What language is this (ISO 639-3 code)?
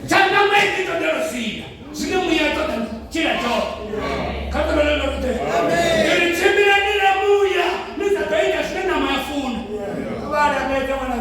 ven